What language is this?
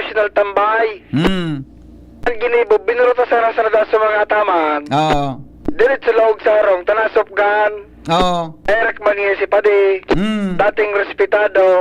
Bikol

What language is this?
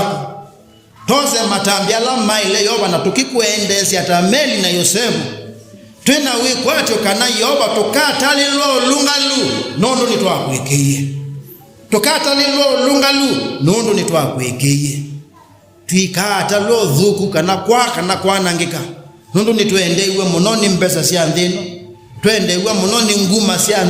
Kamba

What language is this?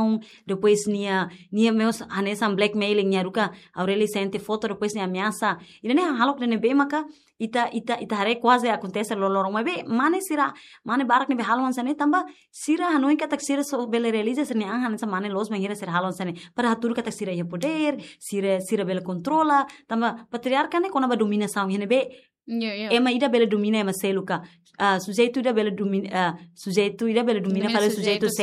Tetum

